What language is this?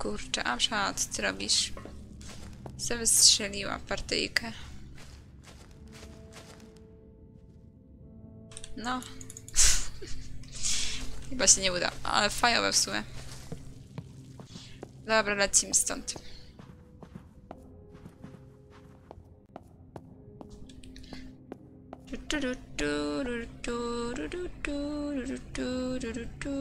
Polish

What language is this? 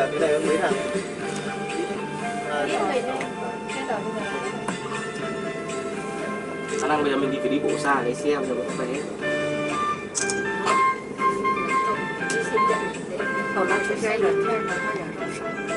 Vietnamese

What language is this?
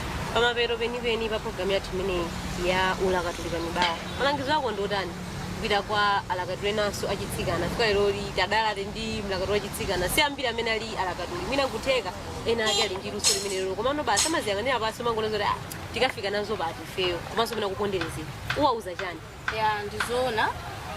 Nyanja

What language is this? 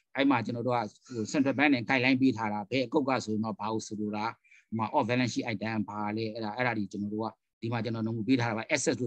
Burmese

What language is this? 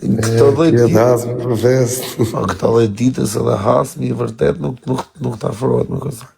Albanian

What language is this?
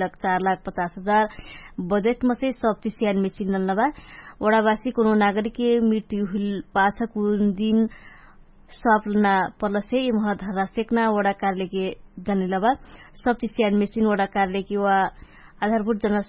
Dangaura Tharu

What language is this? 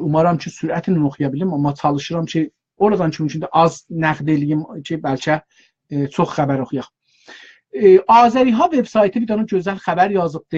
South Azerbaijani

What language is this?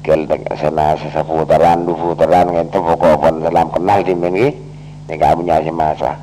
Madurese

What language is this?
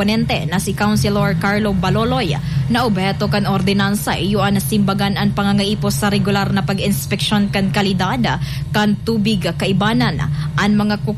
Bikol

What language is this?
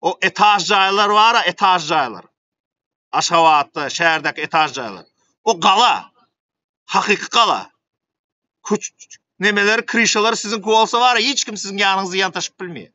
Turkmen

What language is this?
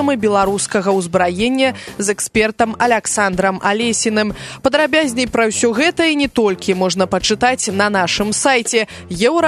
Belarusian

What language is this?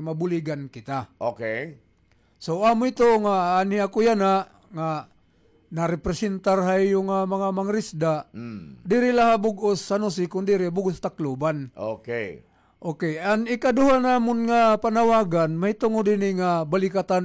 Waray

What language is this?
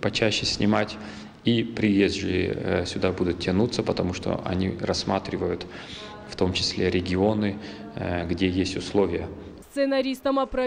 Ossetic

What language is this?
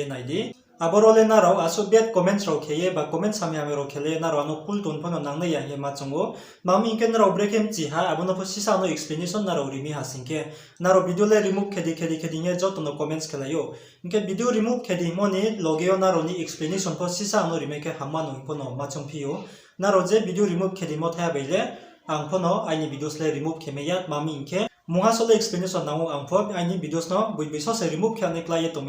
Riang (India)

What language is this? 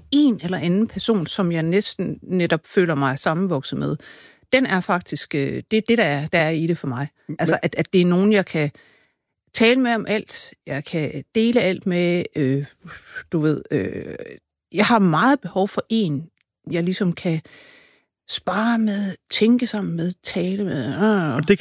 Danish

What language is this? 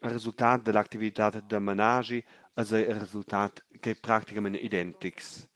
Romansh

